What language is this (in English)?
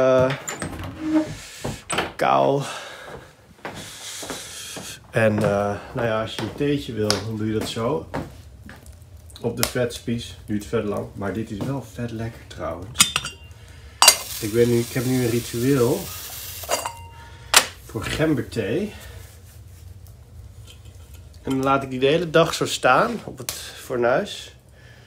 Dutch